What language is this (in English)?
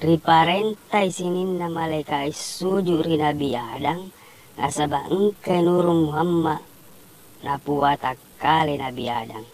Buginese